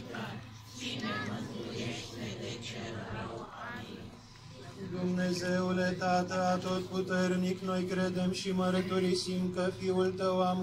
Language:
Romanian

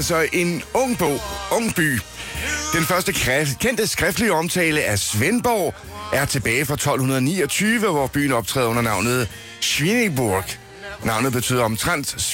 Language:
Danish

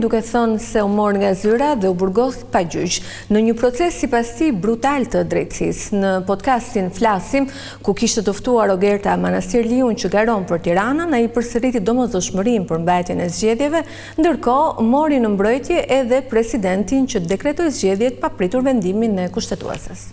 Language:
Albanian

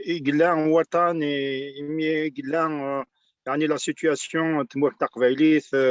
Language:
Kabyle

